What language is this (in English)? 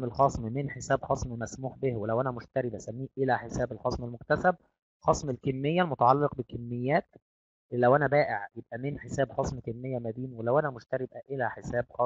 Egyptian Arabic